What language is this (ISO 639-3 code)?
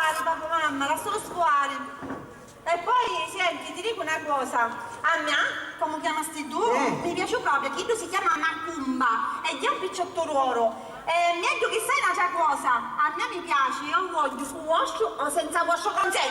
scn